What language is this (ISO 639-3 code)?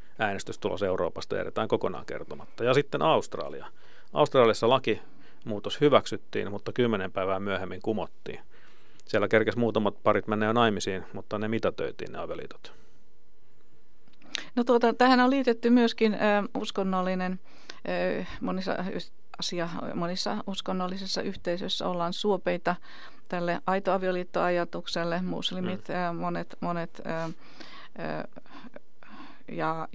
fin